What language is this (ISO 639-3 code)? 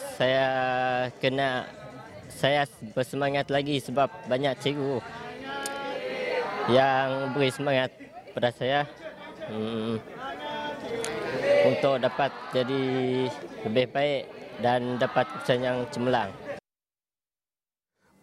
msa